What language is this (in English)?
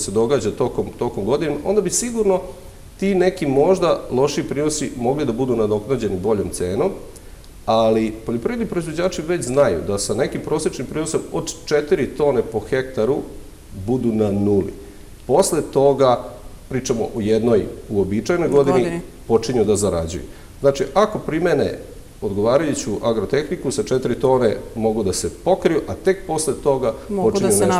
Serbian